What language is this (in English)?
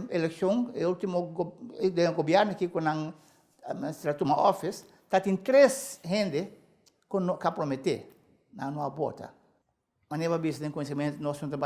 Papiamento